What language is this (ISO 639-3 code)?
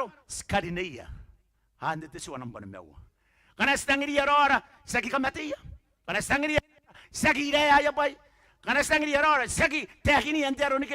gil